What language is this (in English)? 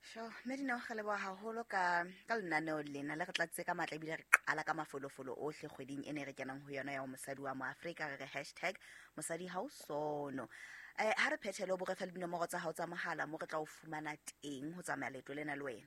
Southern Sotho